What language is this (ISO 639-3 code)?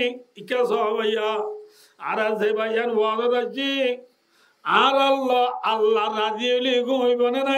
rhg